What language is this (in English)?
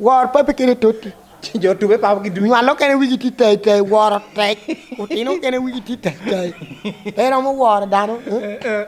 Lango (Uganda)